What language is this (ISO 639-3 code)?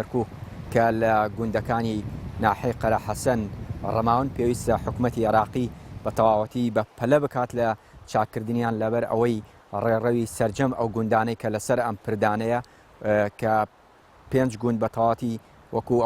ckb